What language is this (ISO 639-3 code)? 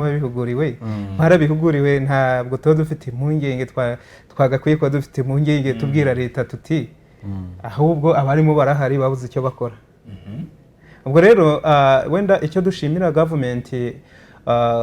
kin